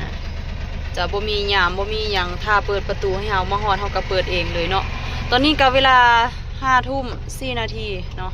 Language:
Lao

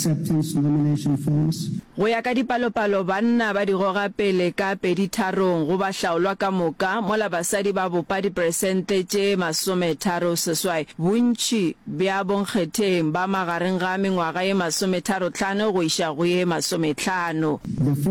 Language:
Northern Sotho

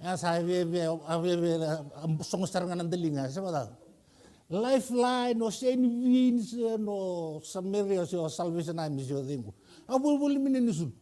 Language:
Fijian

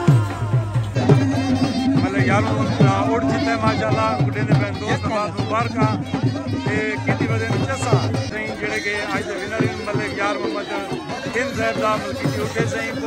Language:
Saraiki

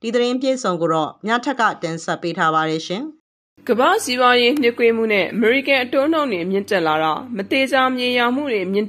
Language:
Burmese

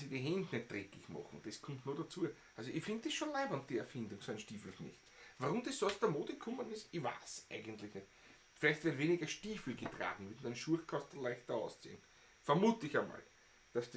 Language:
Bavarian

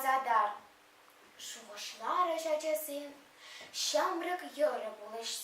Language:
Chuvash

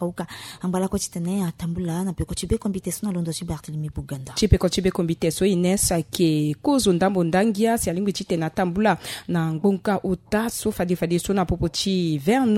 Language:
Sango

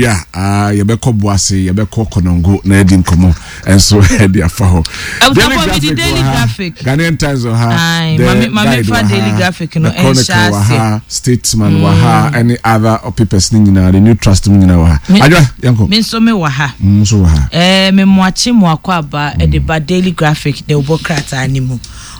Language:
Akan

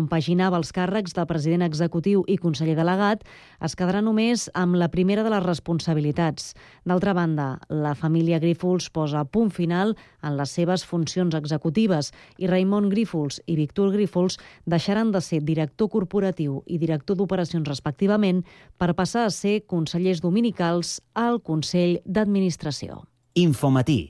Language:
Catalan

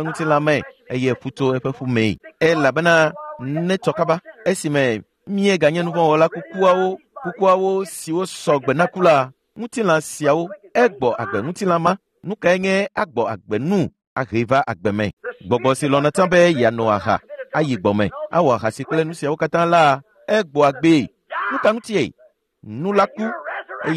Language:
Ewe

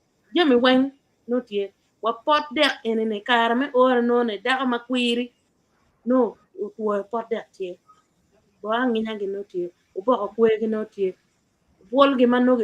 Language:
Acoli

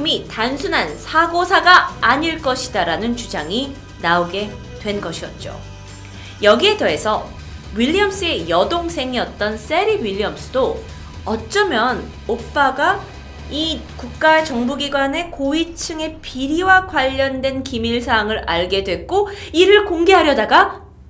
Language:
Korean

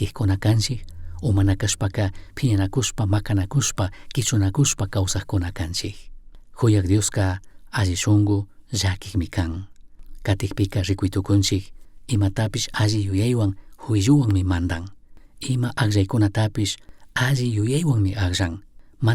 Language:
Chimborazo Highland Quichua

